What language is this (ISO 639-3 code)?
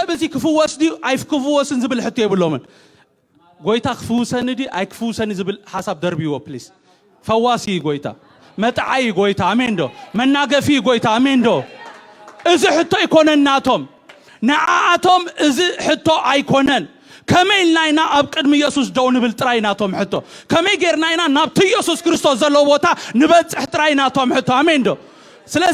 tir